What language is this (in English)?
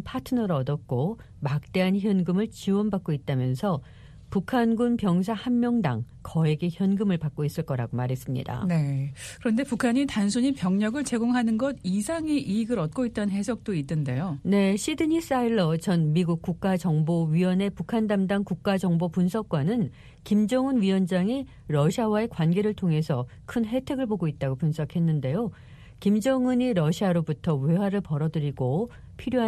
Korean